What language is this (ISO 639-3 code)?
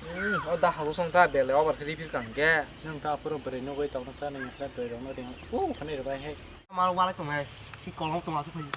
trp